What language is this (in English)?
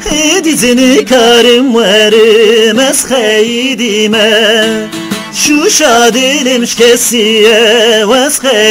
Kurdish